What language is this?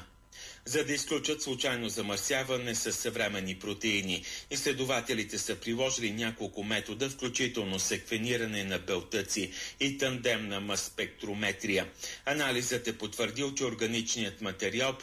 Bulgarian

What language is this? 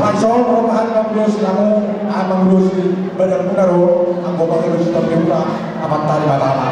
Batak Toba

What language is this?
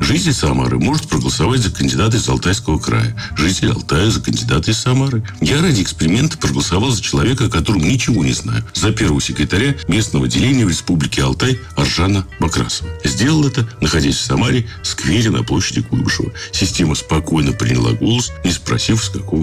Russian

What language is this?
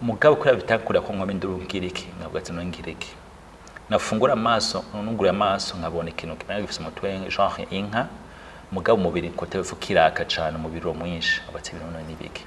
Rundi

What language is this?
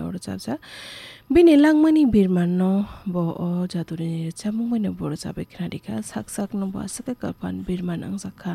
Kok Borok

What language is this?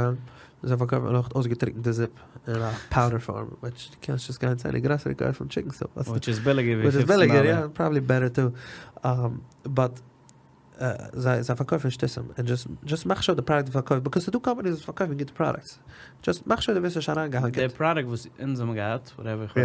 Yiddish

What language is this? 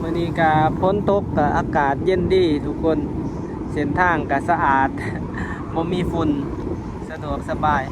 Lao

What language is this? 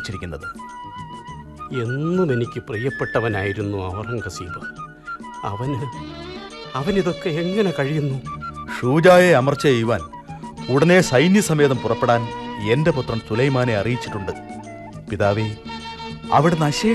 Malayalam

